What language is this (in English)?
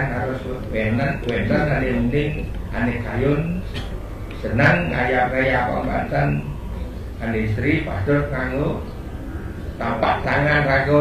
Balinese